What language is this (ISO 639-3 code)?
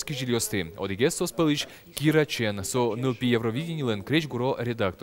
udm